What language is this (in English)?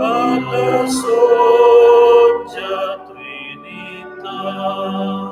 Romansh